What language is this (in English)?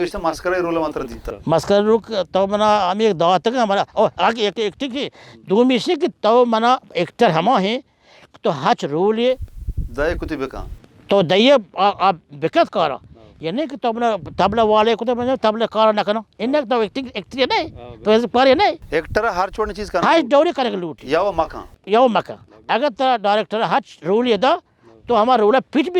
Baluchi